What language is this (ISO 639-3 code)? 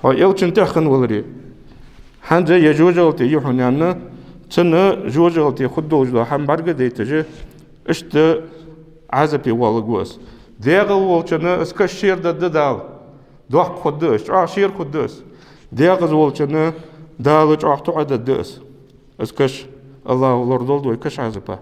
inh